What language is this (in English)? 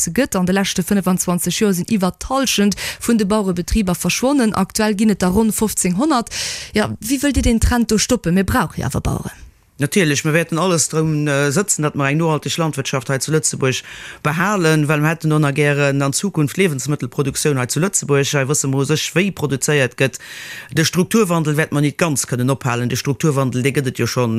Luxembourgish